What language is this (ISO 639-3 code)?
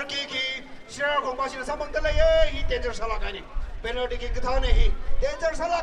nmf